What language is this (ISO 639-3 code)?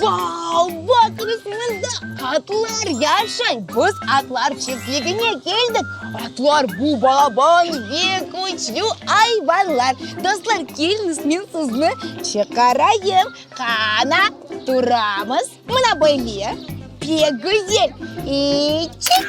crh